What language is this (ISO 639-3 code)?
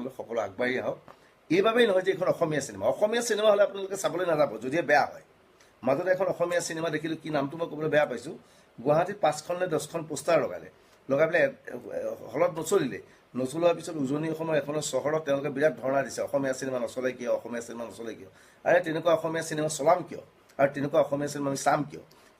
asm